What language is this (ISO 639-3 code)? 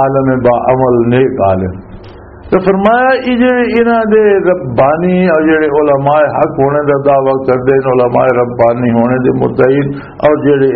lah